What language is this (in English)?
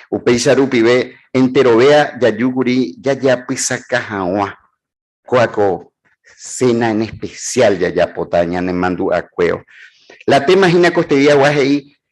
Guarani